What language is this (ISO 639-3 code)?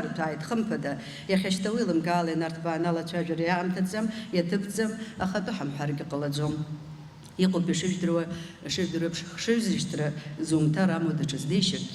abk